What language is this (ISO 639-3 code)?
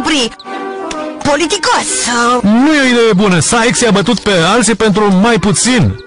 ron